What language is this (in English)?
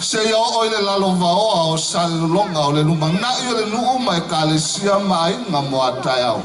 Samoan